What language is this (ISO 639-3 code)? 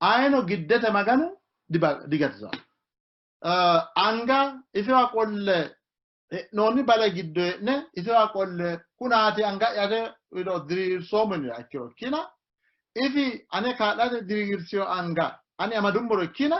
sid